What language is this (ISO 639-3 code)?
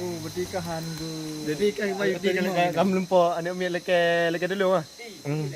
ace